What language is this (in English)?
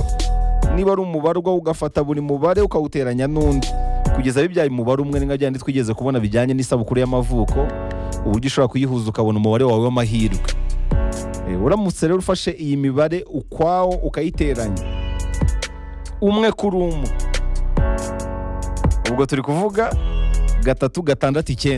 Kinyarwanda